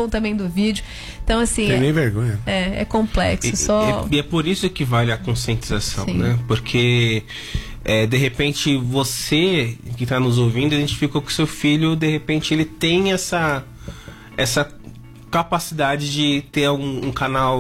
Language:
Portuguese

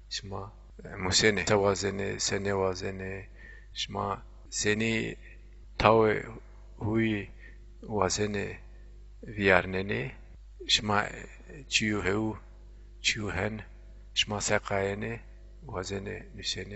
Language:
Zaza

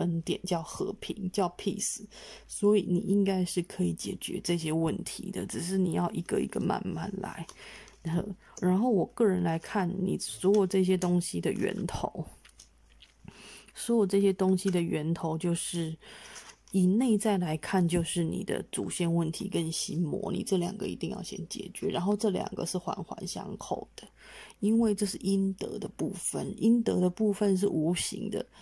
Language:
Chinese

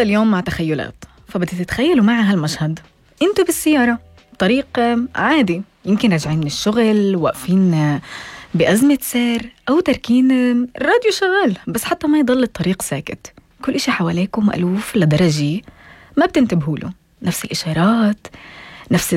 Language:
North Levantine Arabic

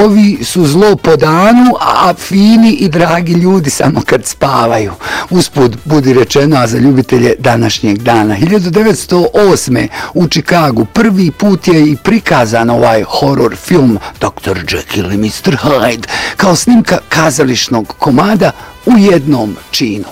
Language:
Bosnian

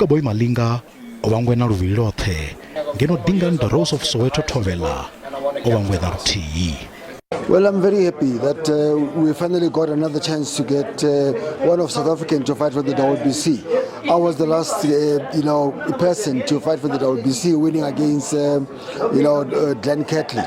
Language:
Venda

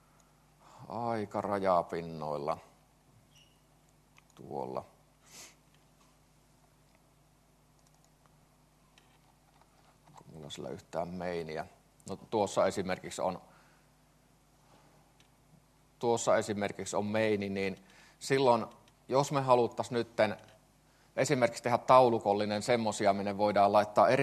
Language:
Finnish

